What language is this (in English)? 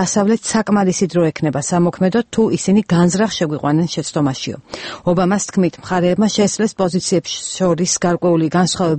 Georgian